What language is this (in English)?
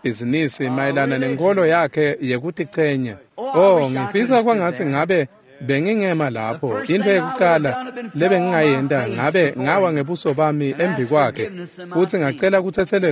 Swati